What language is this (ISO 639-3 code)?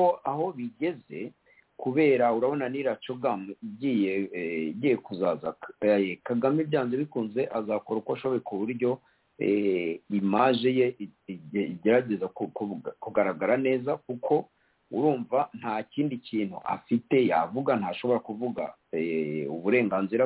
kin